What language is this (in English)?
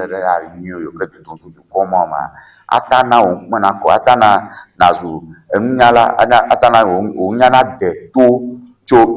Ewe